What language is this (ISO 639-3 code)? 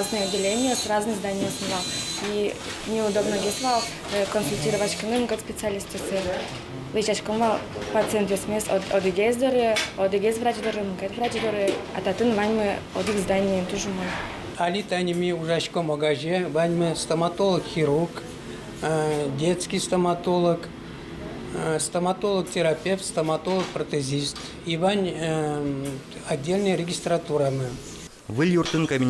udm